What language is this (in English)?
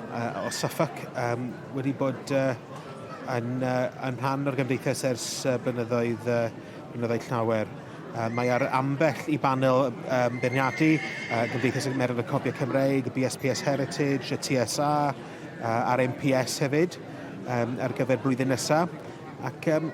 Welsh